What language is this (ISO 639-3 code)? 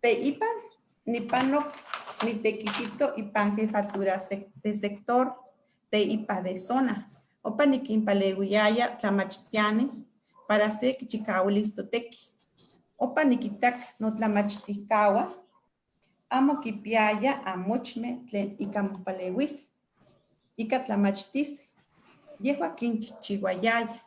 nhe